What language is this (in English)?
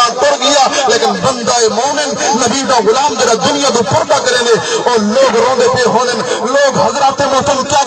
Saraiki